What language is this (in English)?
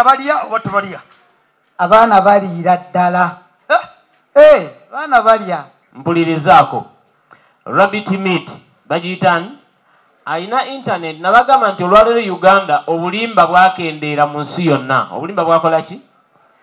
Ganda